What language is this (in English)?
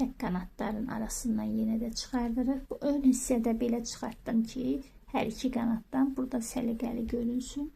Azerbaijani